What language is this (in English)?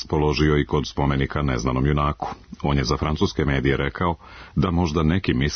Serbian